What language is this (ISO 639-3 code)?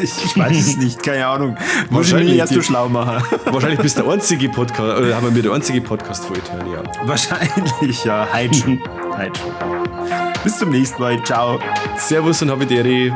bar